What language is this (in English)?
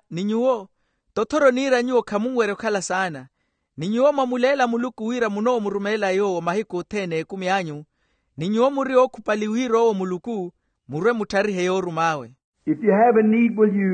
Makhuwa